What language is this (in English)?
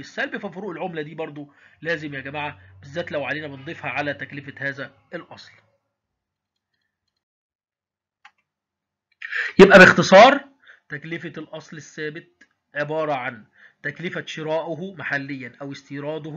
Egyptian Arabic